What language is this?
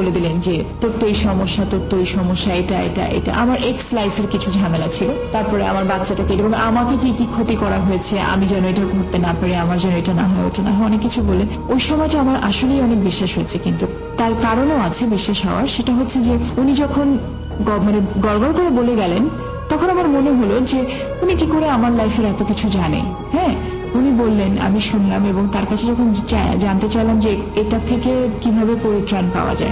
Bangla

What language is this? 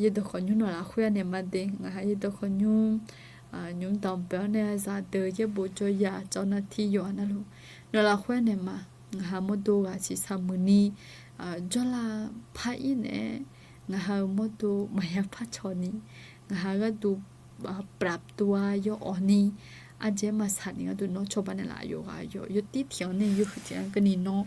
Akha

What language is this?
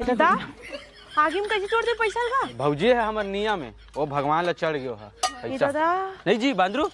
Chhattisgarhi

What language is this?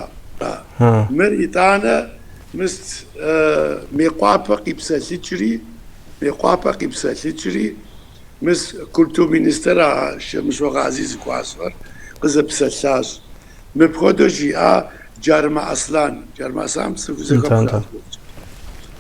Kabardian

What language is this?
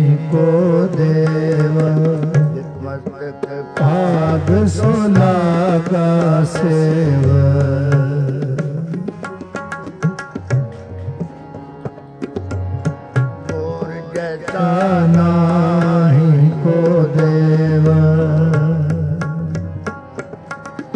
Hindi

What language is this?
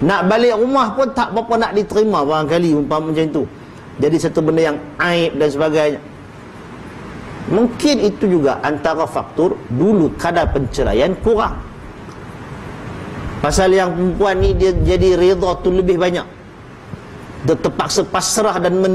Malay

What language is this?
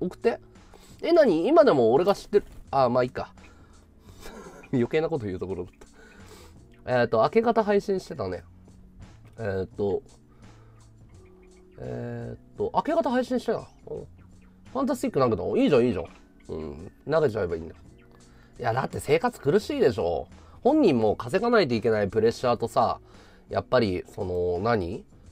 Japanese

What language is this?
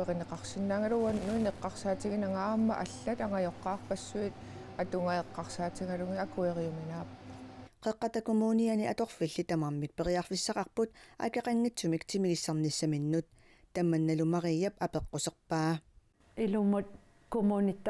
Kalaallisut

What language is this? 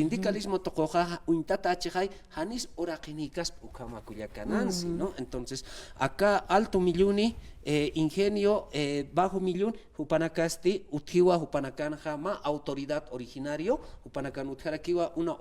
Aymara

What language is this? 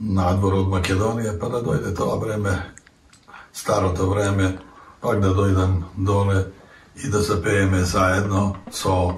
Macedonian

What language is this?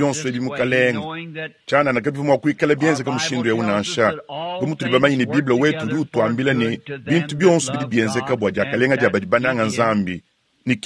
Luba-Lulua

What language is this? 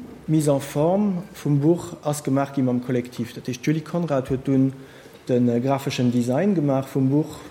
Luxembourgish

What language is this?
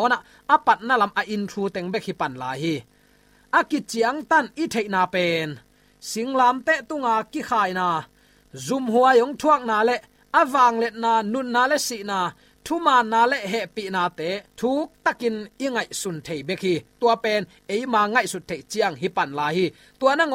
Tedim Chin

